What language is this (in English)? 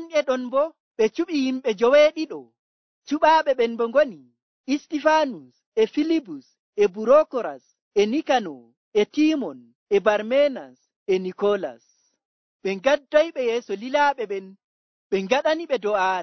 Nigerian Fulfulde